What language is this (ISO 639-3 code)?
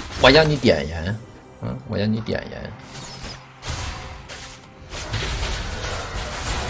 zho